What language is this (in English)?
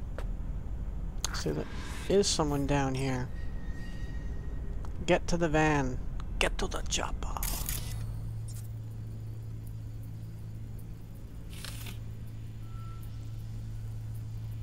English